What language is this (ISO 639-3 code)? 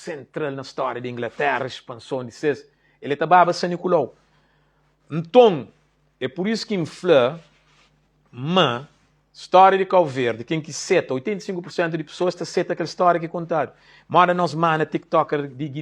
kea